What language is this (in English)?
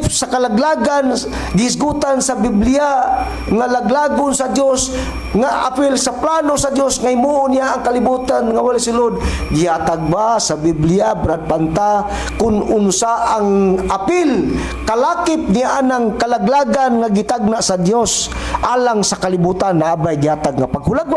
Cebuano